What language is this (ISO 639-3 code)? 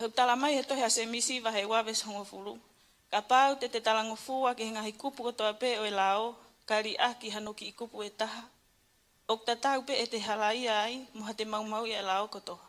ton